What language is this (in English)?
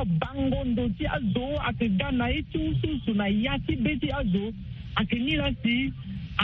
Sango